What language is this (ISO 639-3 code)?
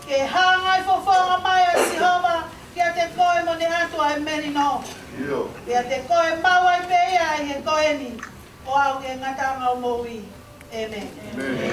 ton